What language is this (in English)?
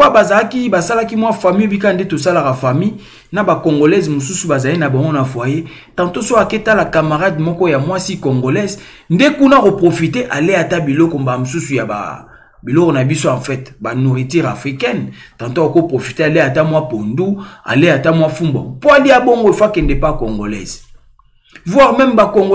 Lingala